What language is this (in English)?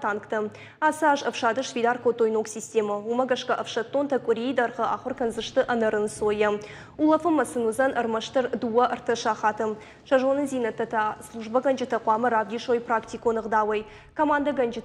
Ossetic